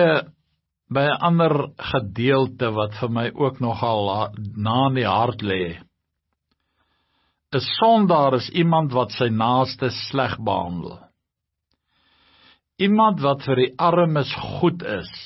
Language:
Afrikaans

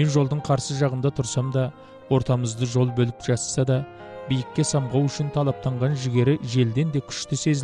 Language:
Kazakh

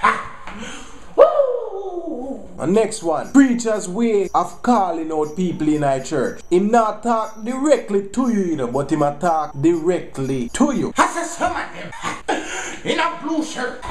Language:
Jamaican Creole English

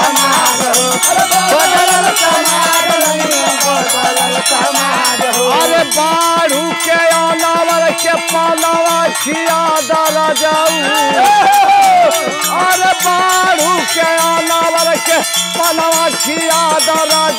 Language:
Bhojpuri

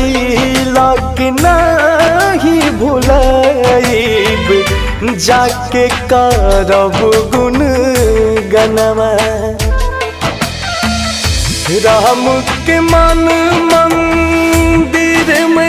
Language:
Bhojpuri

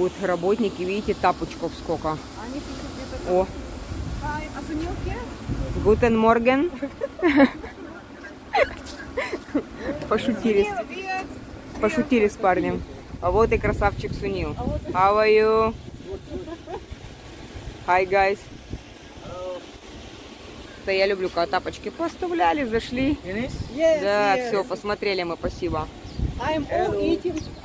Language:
Russian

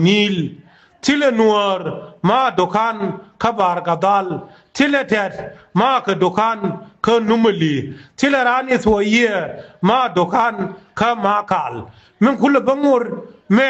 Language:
Nuer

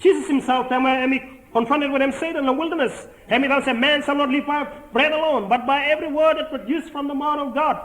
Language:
Bislama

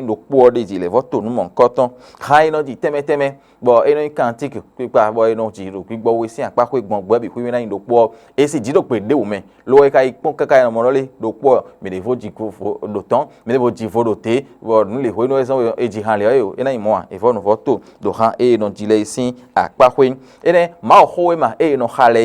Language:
Fon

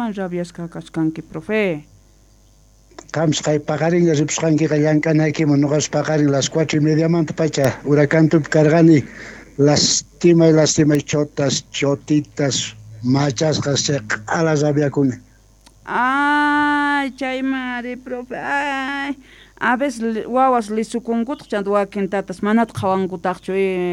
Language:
South Bolivian Quechua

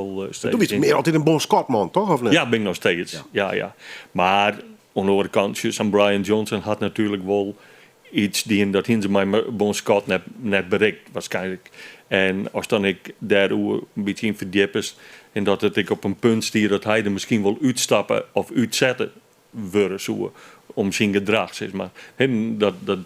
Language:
Western Frisian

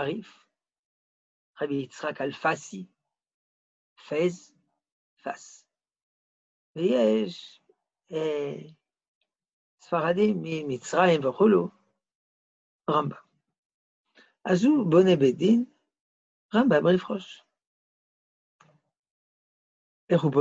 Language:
Hebrew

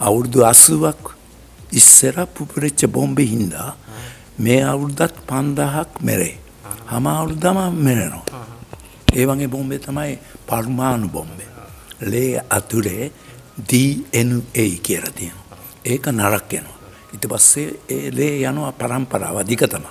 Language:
Sinhala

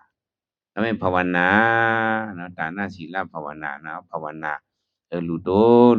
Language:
Shan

